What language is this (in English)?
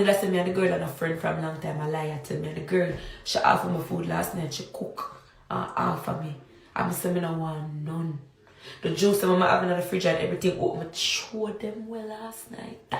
Jamaican Creole English